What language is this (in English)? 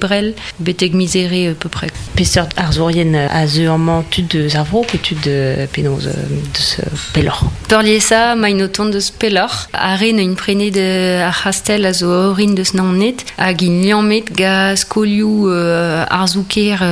Breton